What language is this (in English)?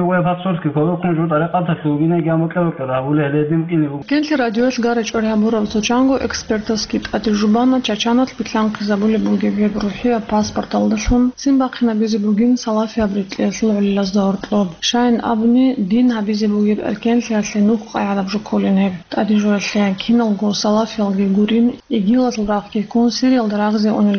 Avaric